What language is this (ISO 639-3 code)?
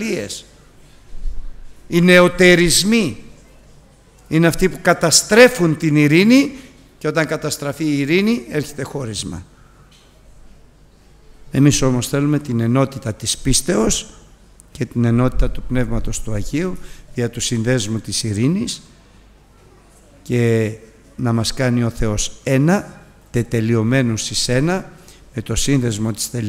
ell